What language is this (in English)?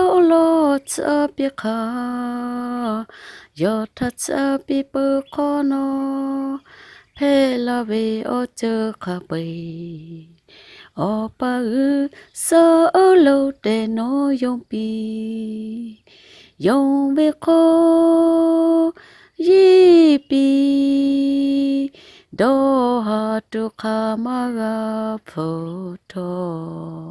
Lahu